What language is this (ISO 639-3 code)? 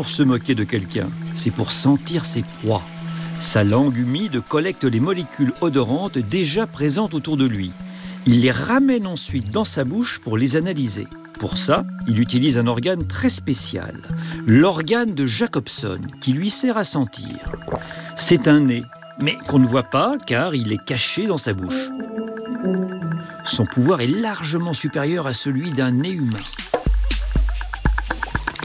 fra